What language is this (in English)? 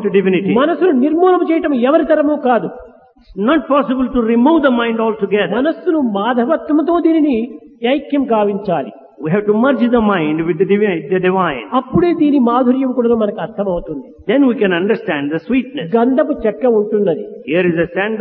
Telugu